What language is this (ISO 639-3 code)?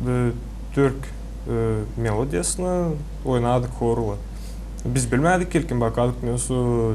gag